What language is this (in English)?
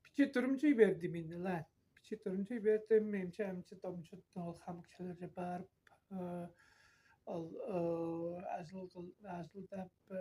Tuvinian